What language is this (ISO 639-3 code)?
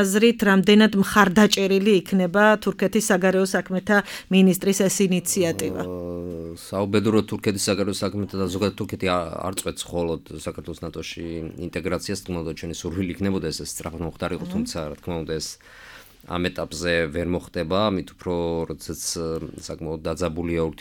kat